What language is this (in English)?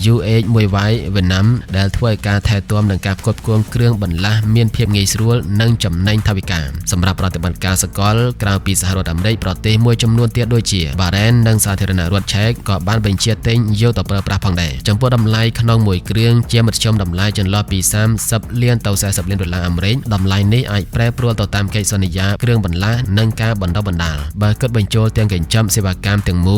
Khmer